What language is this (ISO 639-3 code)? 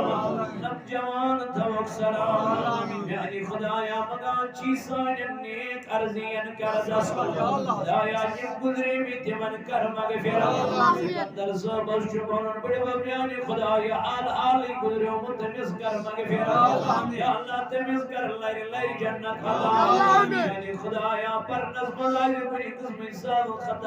kas